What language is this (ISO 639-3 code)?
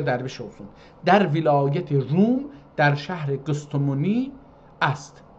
azb